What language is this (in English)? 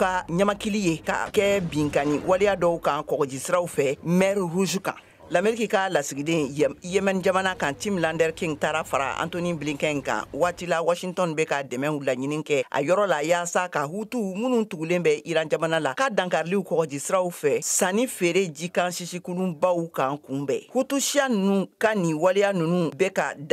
Bambara